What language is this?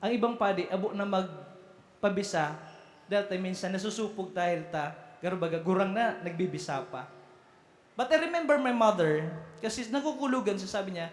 Bikol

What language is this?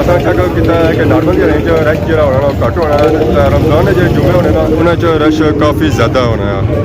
Pahari-Potwari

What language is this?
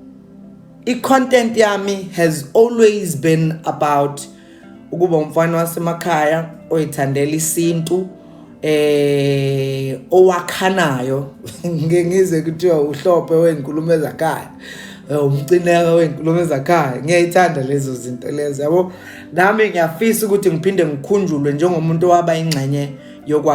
Zulu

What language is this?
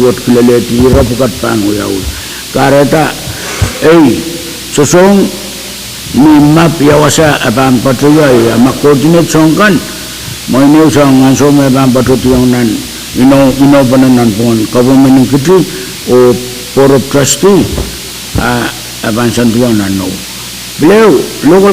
Pohnpeian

